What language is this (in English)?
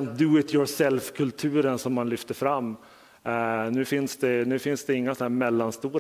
Swedish